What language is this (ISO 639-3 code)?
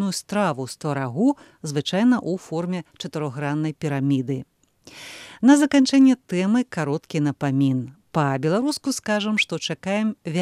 bel